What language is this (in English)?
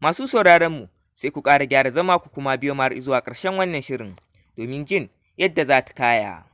Hausa